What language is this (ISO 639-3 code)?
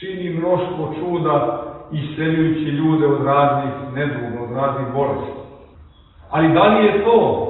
srp